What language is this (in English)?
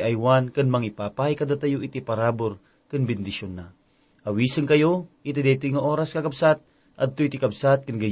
Iloko